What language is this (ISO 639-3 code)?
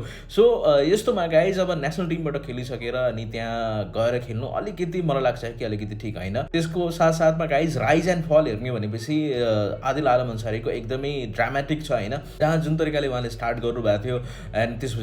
nep